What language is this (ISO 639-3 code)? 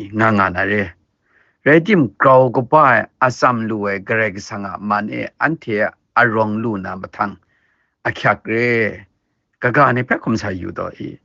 kac